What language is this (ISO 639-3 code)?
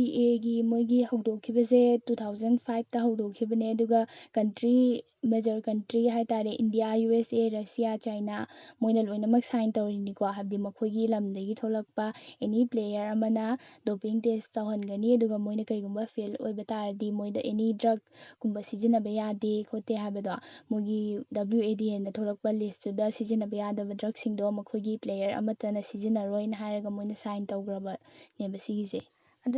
mni